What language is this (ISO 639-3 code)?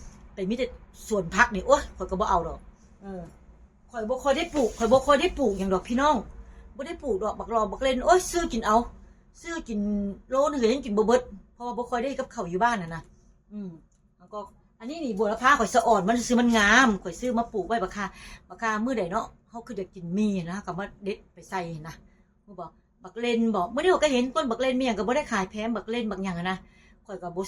tts